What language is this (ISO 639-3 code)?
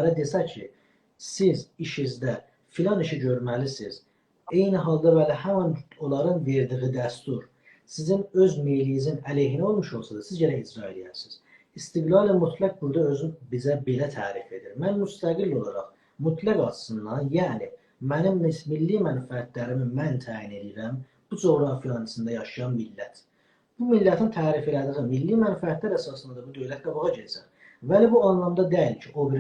azb